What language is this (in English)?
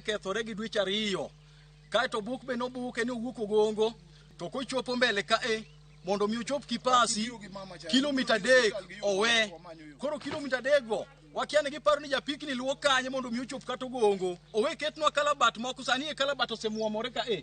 Luo (Kenya and Tanzania)